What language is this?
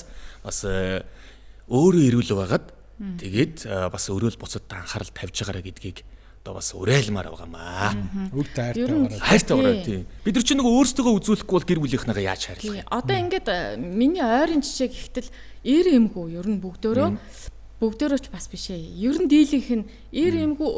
Mongolian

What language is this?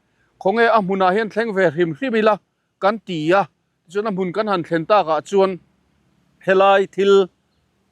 Mizo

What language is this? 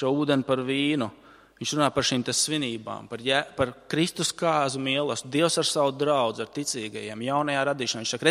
Latvian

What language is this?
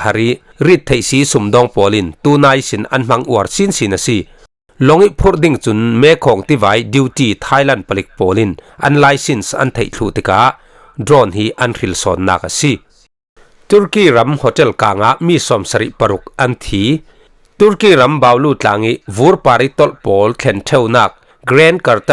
Falam Chin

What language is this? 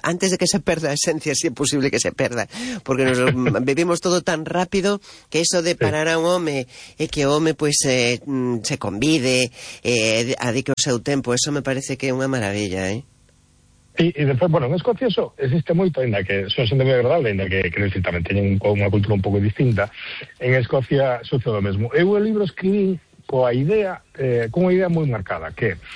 Galician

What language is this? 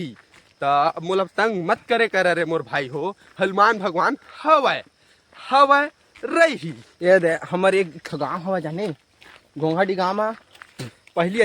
Chhattisgarhi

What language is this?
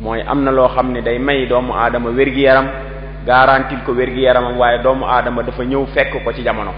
Wolof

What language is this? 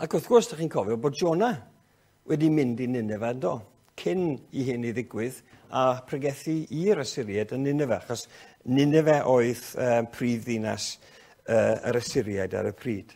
Welsh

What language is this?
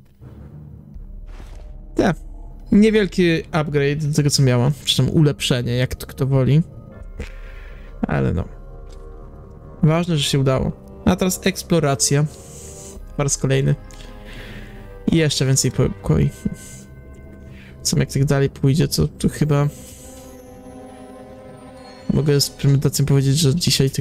Polish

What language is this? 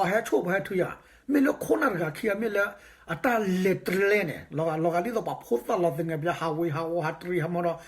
S'gaw Karen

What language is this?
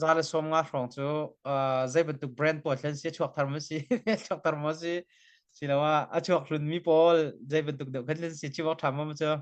Hakha Chin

